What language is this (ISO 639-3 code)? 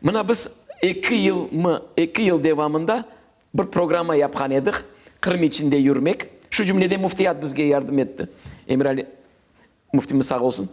crh